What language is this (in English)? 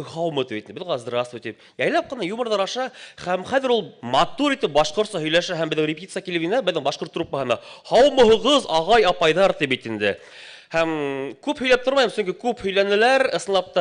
Bashkir